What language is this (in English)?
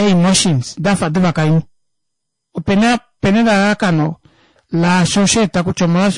Kuanyama